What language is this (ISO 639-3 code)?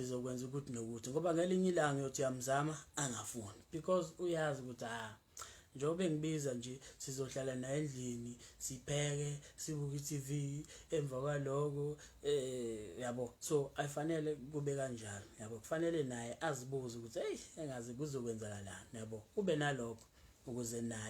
zul